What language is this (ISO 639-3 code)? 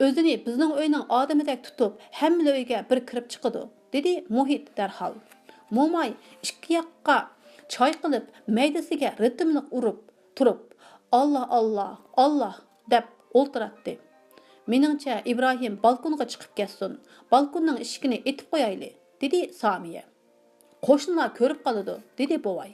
uig